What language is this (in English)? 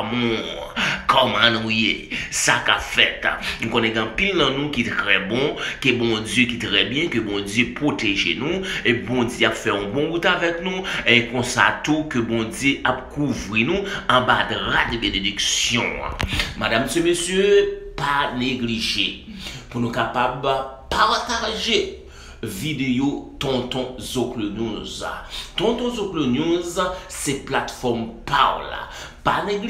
Haitian Creole